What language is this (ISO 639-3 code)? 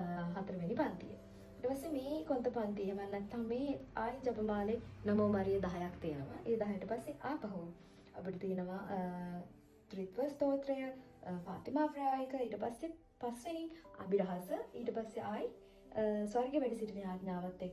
sin